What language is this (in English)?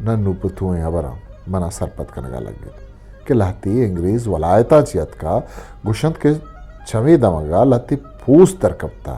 Eastern Balochi